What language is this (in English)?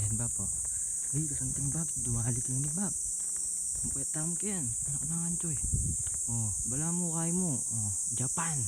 Pampanga